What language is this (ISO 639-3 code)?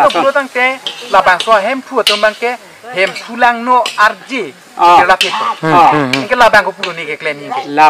mjw